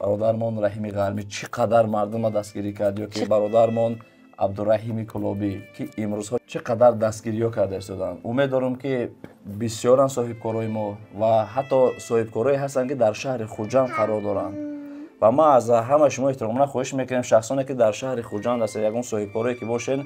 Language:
Tajik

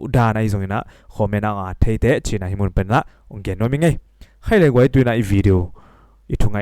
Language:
Tedim Chin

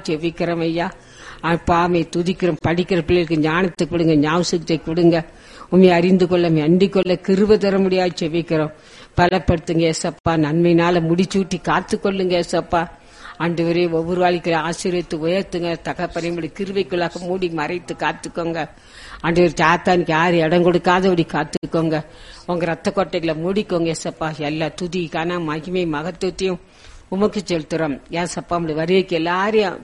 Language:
Tamil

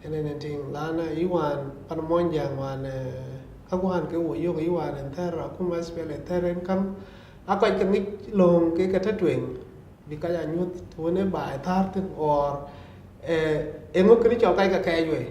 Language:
Dinka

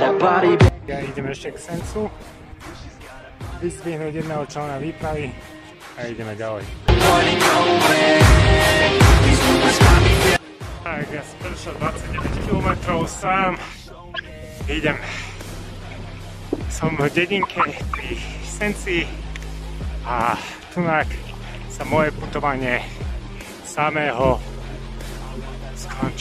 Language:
Slovak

